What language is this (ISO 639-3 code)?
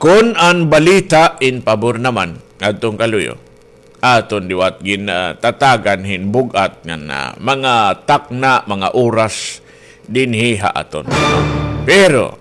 war